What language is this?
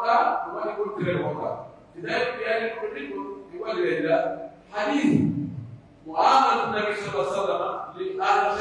Pular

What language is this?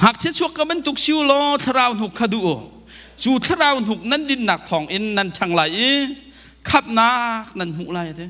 Hakha Chin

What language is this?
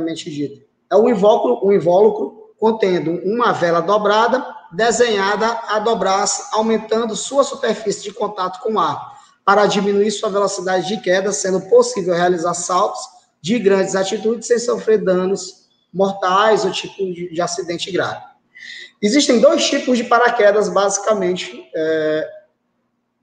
Portuguese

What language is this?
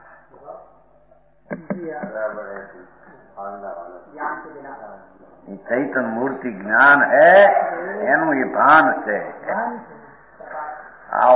Gujarati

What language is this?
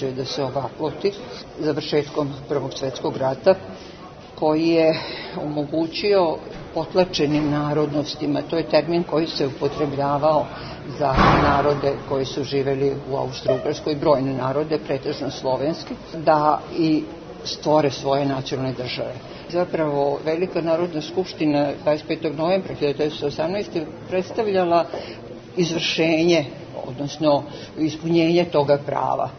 Serbian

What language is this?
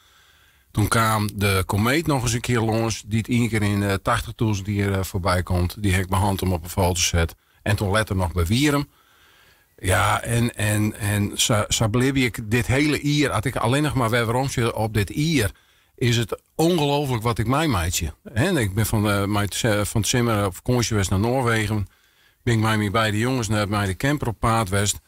Western Frisian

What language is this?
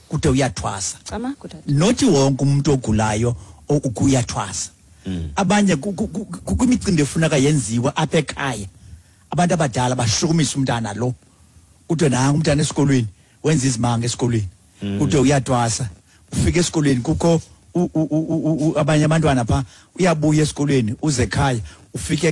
Xhosa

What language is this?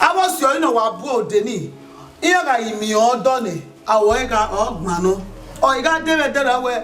Bini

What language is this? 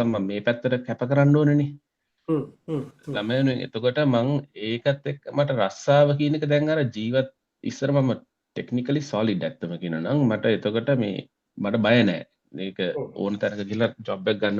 Sinhala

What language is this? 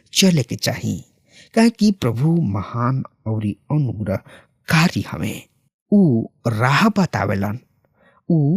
Bhojpuri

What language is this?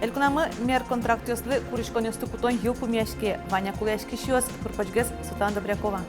Udmurt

